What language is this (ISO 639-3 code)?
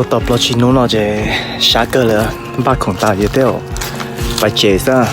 hmn